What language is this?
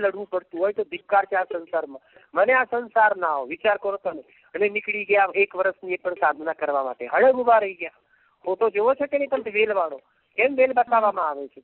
Gujarati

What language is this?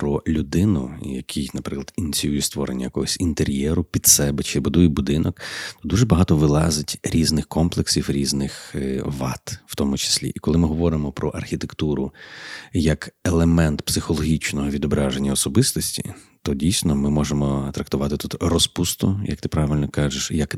Ukrainian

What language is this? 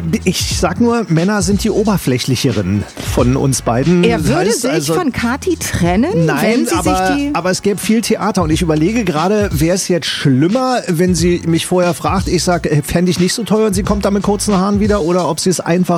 German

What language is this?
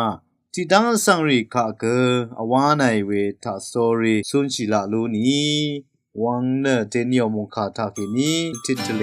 Rawang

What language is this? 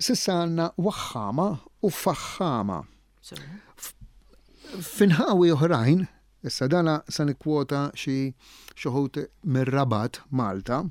Maltese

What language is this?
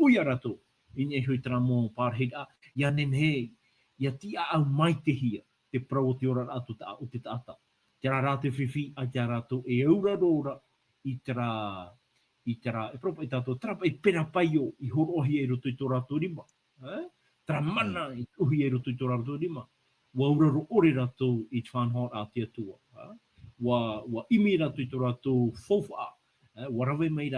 Tahitian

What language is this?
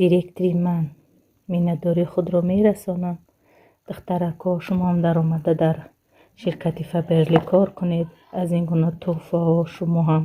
Tajik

